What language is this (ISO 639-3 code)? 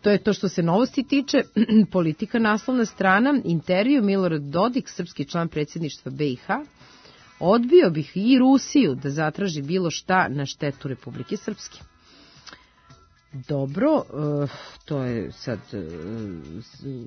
srp